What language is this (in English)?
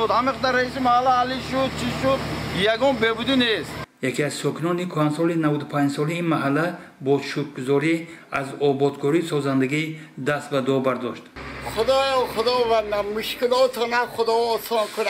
Tajik